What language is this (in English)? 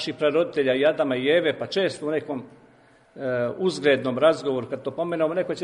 Serbian